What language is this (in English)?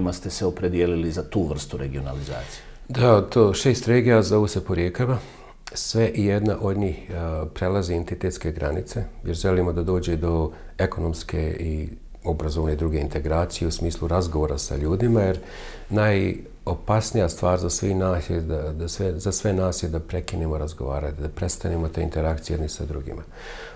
Bosnian